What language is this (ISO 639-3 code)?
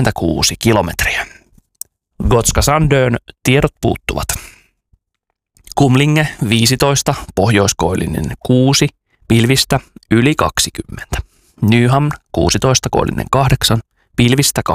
fin